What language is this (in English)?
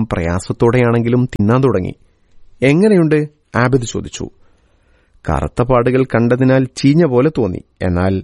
Malayalam